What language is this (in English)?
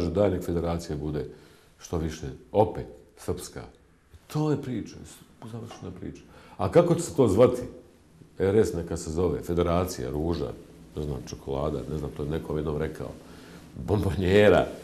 Bosnian